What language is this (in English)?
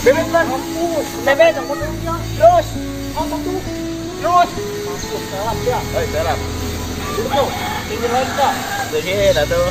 Betawi